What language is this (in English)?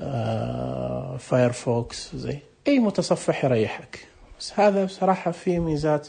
Najdi Arabic